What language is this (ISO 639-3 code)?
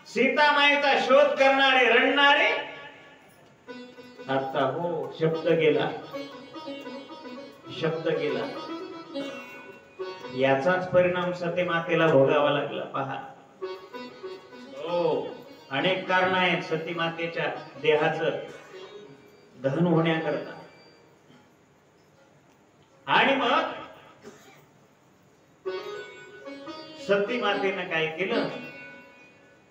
mar